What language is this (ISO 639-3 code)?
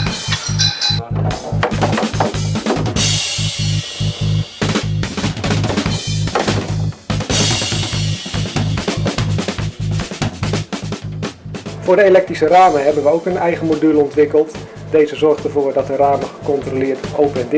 nld